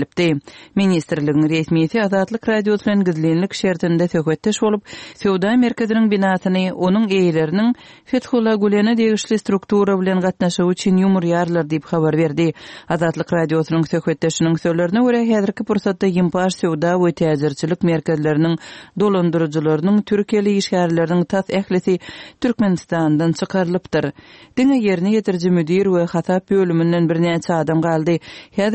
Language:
Turkmen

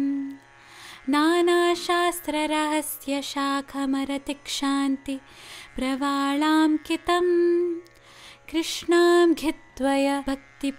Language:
Telugu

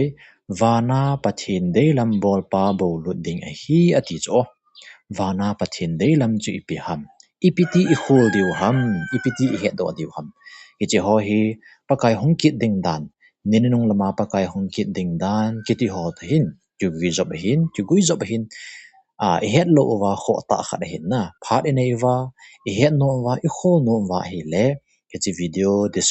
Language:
Thado Chin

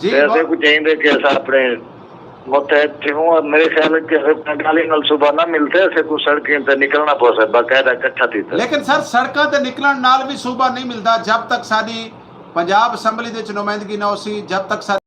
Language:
Saraiki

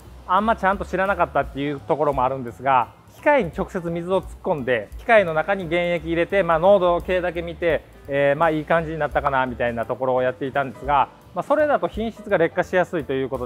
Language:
Japanese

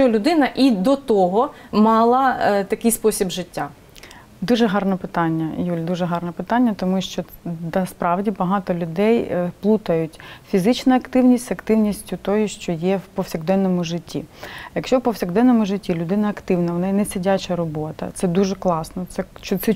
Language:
Ukrainian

